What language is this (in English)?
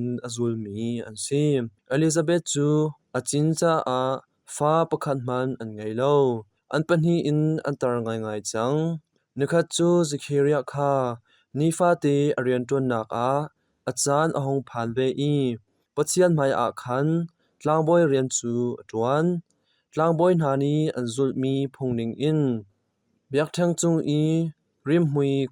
Hakha Chin